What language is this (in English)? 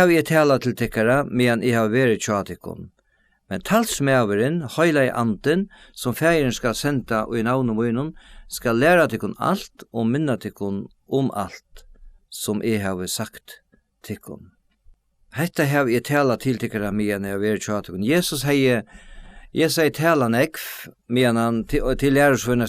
Faroese